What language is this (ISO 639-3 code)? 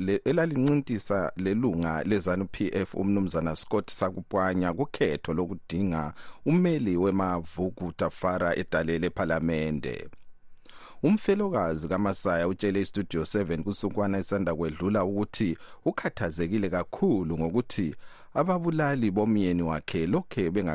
nde